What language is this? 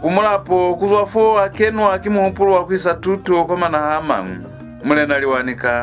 Lozi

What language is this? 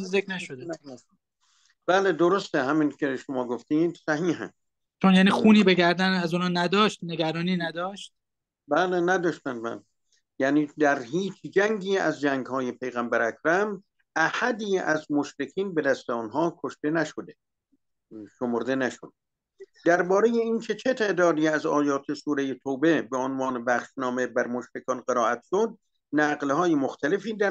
Persian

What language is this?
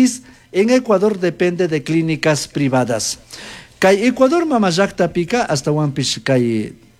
Chimborazo Highland Quichua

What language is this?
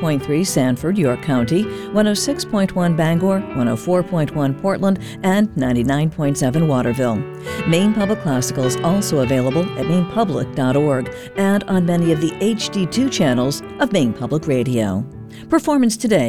English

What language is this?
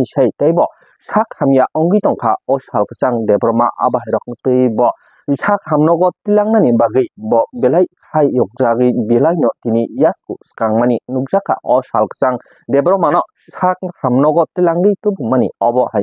Kok Borok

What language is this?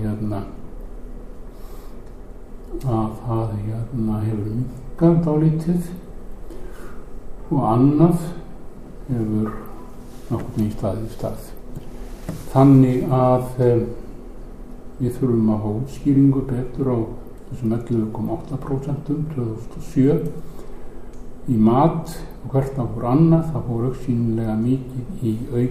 Icelandic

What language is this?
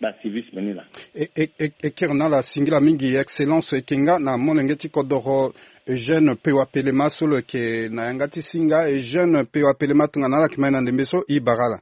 Sango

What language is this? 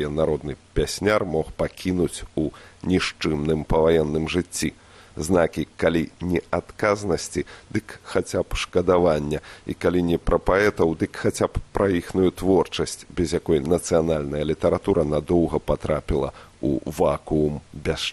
Belarusian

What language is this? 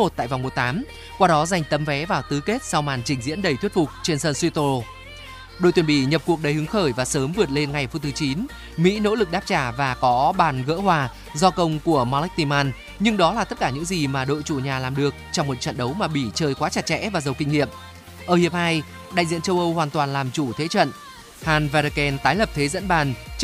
Vietnamese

